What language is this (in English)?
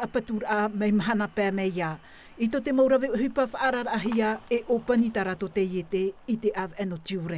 Tahitian